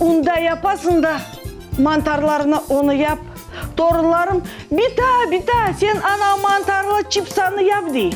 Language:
Crimean Tatar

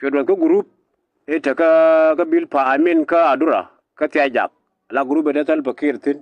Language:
Nuer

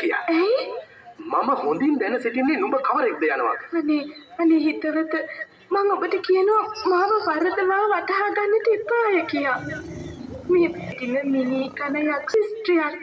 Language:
Sinhala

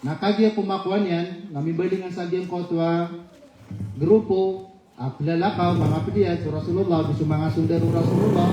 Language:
Maranao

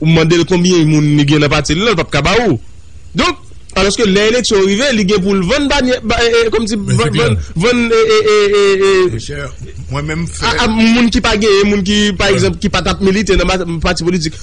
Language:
Haitian Creole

